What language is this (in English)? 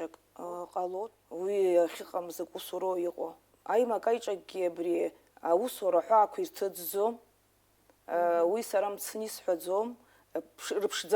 Abkhazian